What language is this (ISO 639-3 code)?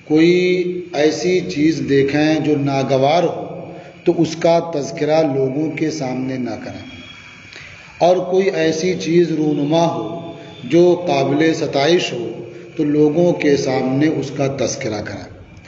urd